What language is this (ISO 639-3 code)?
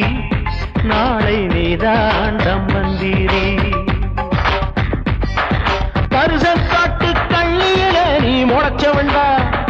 tam